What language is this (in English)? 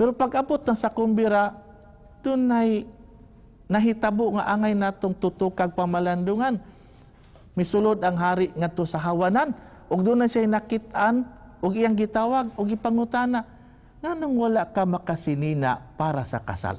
Cebuano